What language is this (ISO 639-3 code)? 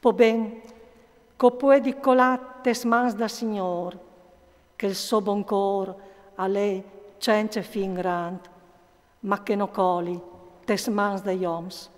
fur